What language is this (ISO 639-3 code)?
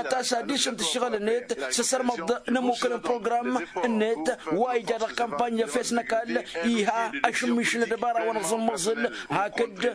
taq